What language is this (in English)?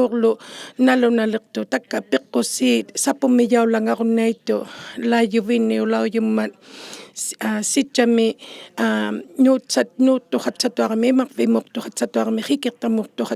Inuktitut